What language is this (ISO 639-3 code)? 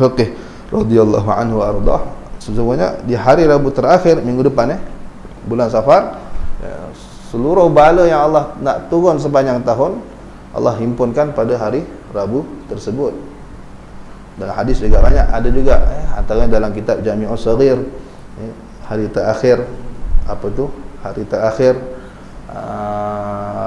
msa